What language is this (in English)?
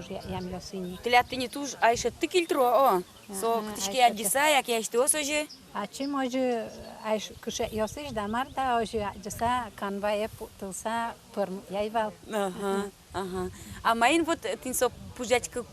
Udmurt